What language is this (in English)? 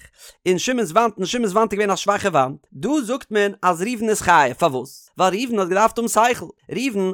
Yiddish